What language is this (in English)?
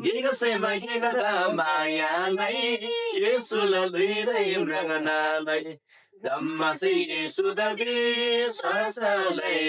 Eastern Tamang